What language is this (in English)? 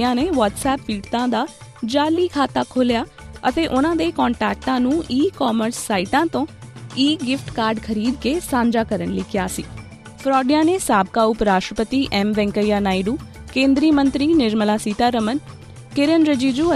Punjabi